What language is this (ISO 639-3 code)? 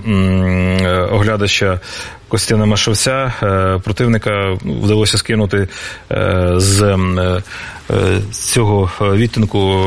ukr